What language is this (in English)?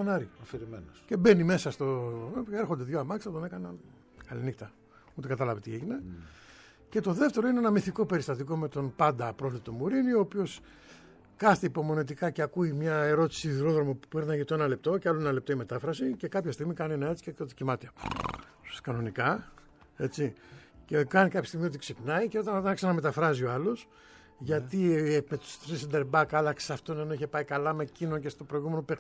Greek